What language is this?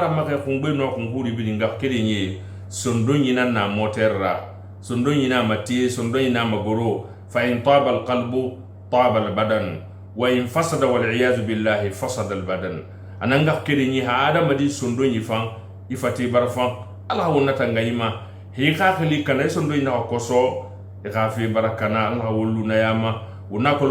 Susu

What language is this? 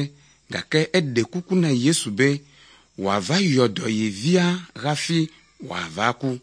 Ewe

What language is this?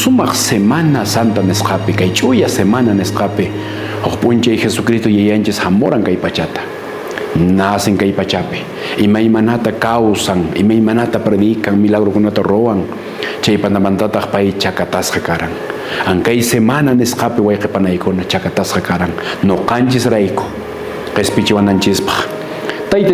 Quechua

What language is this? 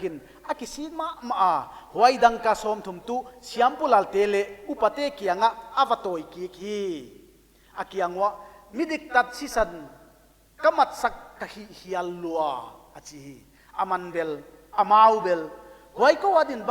Paite Chin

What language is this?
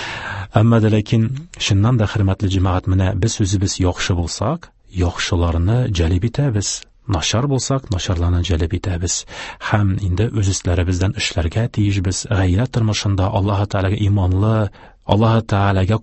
Tatar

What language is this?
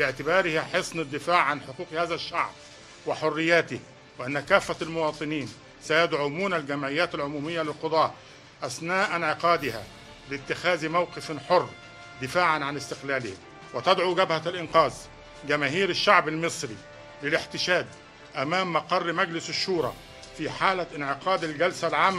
Egyptian Arabic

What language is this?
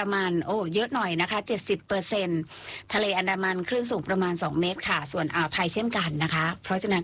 Thai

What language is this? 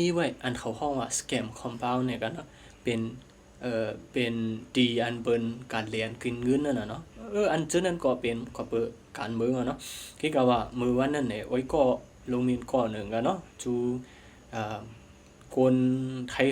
Shan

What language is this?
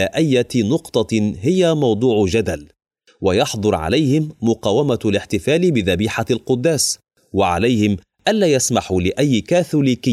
Arabic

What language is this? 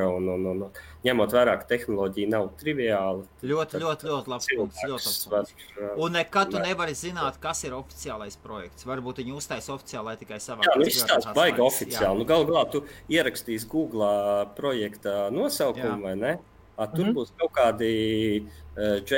Latvian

